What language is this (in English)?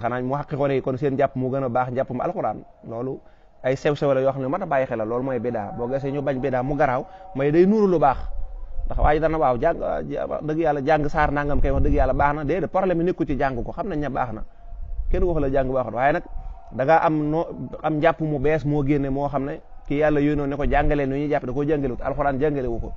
Wolof